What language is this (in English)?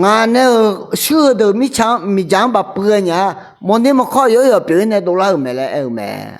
Akha